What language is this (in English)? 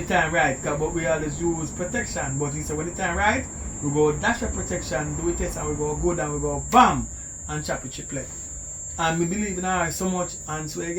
Jamaican Creole English